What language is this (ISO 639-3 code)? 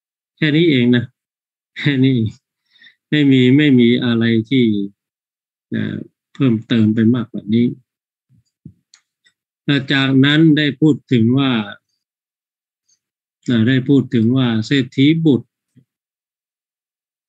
tha